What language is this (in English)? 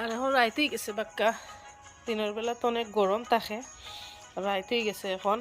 Sylheti